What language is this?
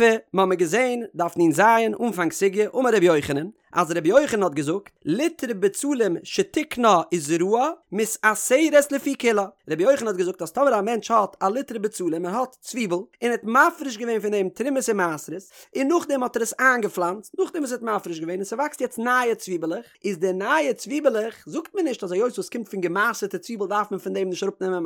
Yiddish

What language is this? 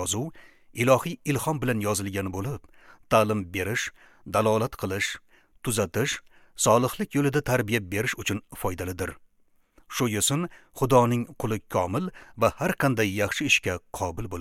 Uzbek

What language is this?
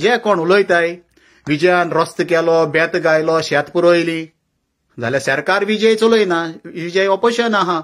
Konkani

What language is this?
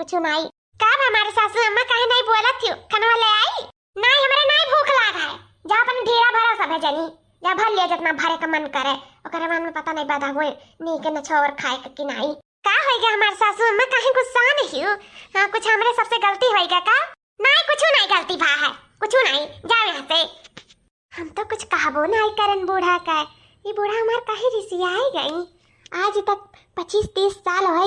Awadhi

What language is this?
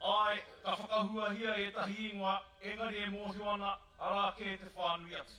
Māori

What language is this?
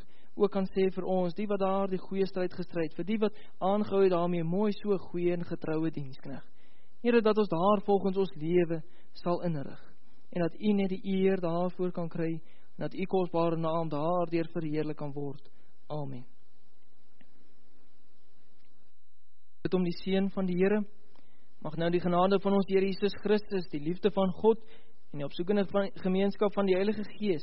Afrikaans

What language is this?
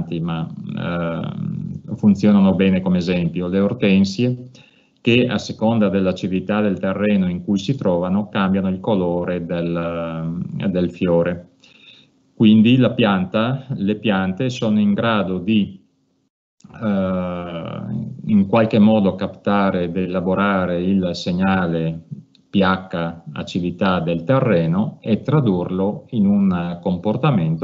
Italian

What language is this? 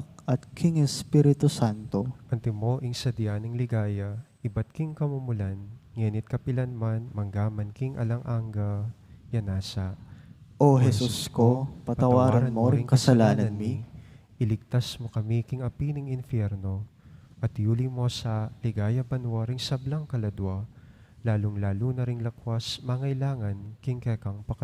Pampanga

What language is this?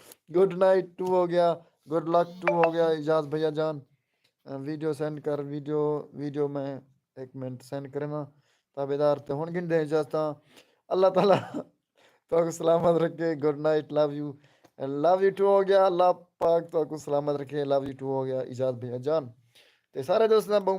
Saraiki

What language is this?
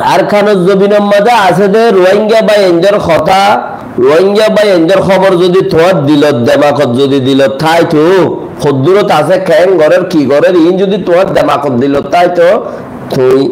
Rohingya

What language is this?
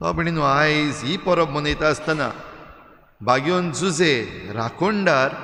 Konkani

